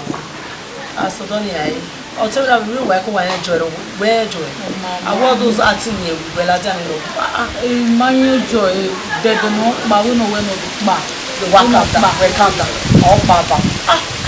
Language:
Bini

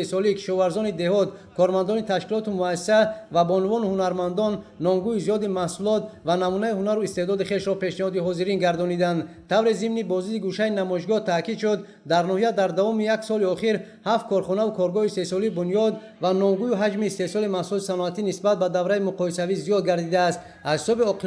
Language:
Tajik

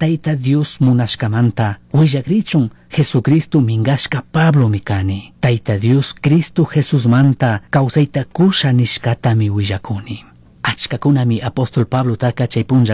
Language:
Chimborazo Highland Quichua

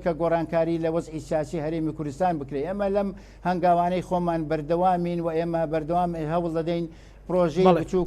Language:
Central Kurdish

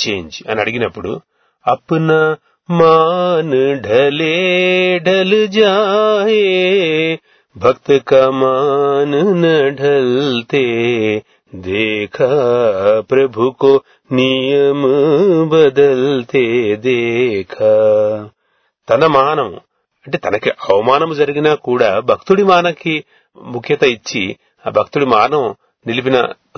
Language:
Telugu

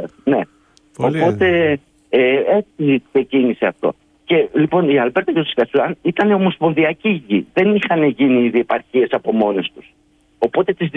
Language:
Greek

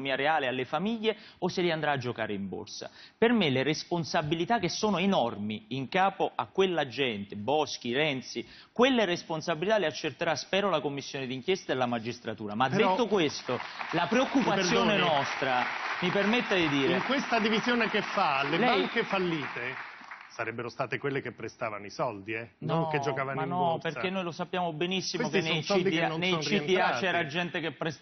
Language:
Italian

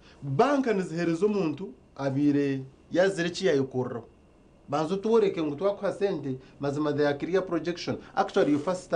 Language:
Nyankole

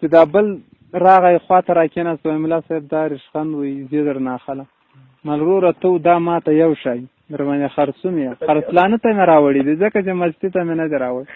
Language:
Pashto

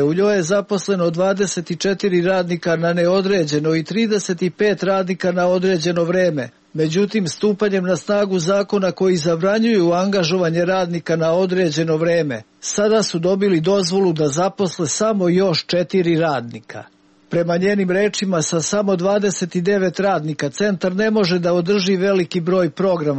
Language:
Serbian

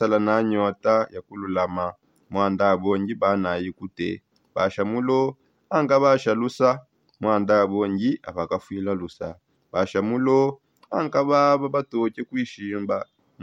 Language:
Songe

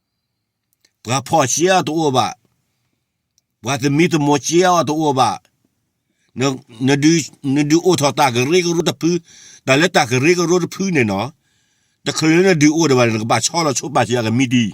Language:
S'gaw Karen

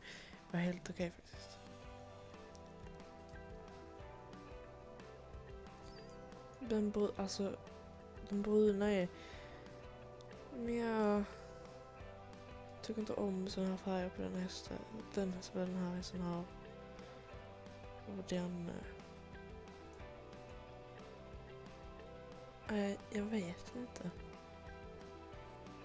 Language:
Swedish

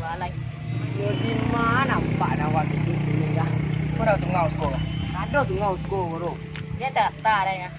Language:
Minangkabau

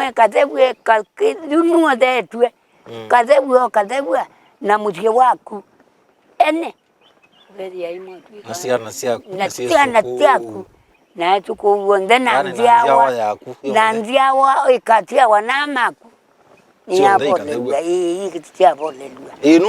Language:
Kamba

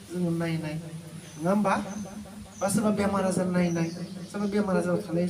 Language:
Bodo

